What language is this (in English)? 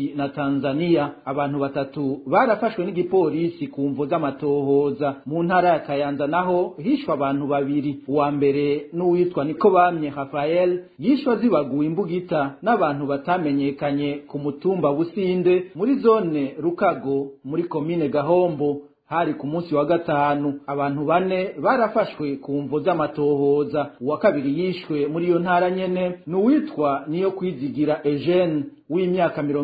Rundi